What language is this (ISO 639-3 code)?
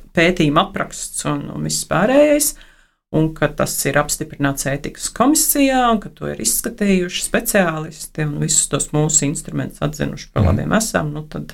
lav